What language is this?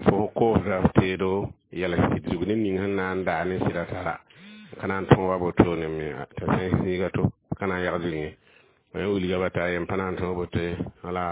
Mossi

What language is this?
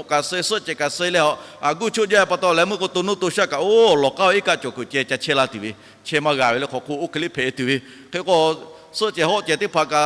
Lahu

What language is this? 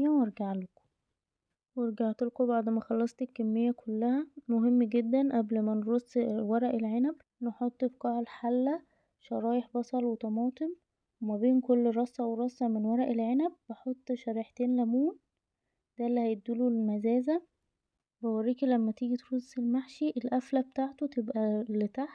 Egyptian Arabic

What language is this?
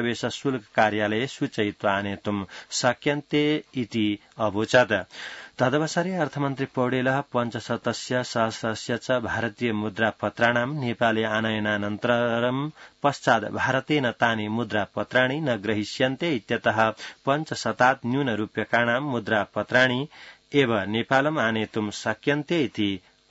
Sanskrit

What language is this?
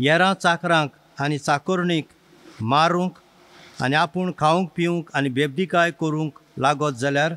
Konkani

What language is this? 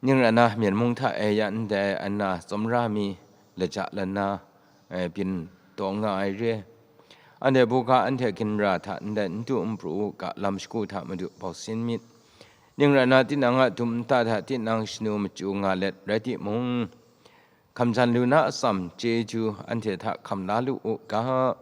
Kachin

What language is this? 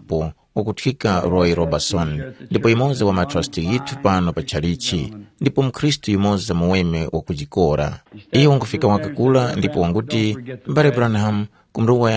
Tumbuka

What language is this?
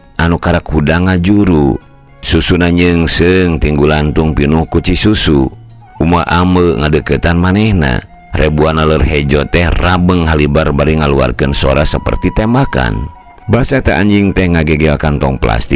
Sundanese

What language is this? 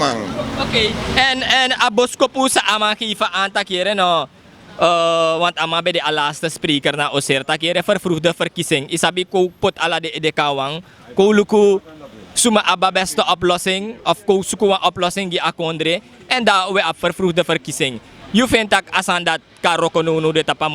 Sranan Tongo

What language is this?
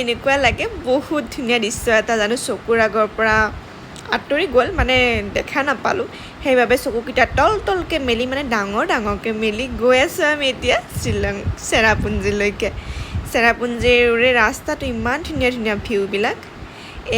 Assamese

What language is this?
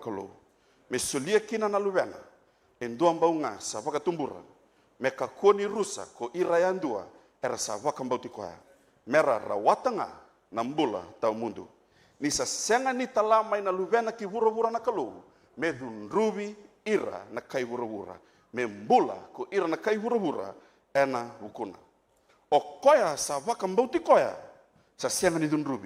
Fijian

